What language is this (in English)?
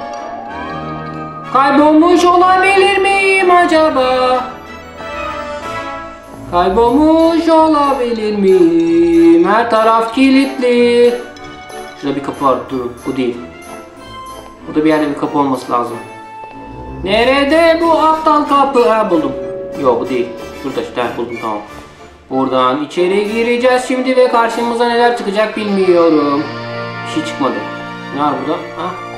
Turkish